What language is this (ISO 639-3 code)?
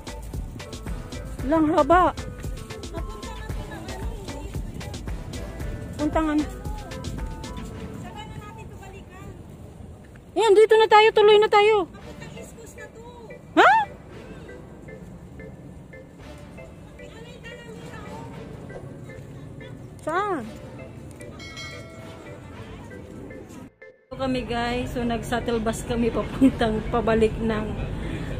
fil